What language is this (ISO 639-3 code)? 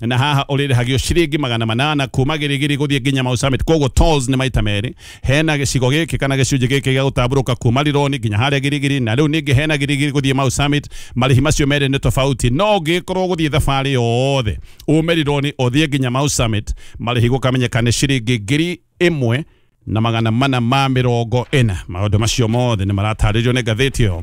kik